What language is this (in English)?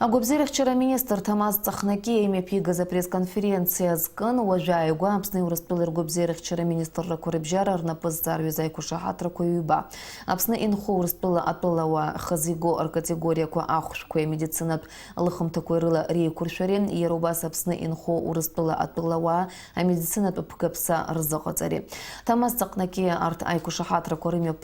Abkhazian